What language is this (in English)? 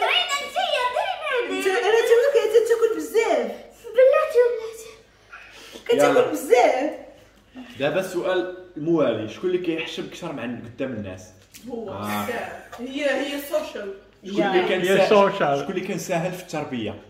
Moroccan Arabic